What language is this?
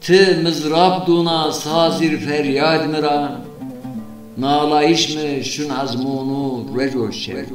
Zaza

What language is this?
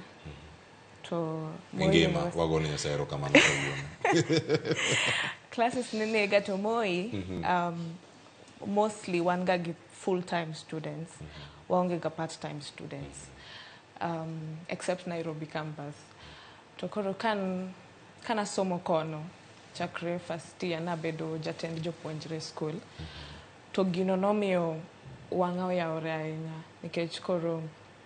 Luo (Kenya and Tanzania)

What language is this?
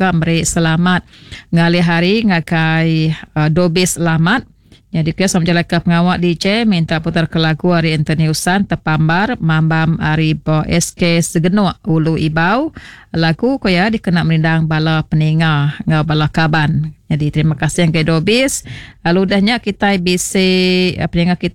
Iban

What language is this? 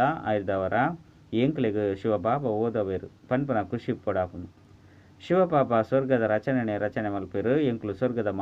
Tulu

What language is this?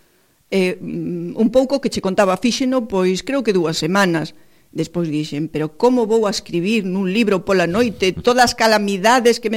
Galician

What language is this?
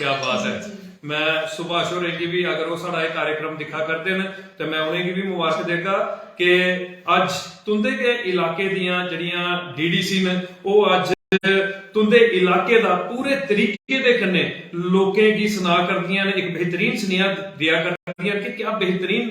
Dogri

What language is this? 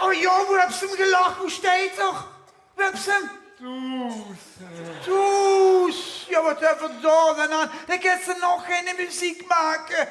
Limburgish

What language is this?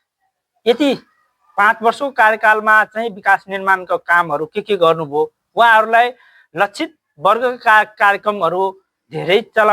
Nepali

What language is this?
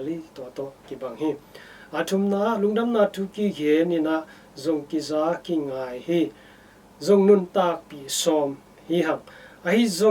Tedim Chin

